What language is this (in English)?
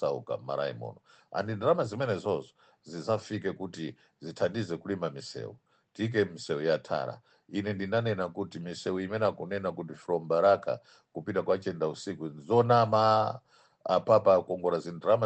Nyanja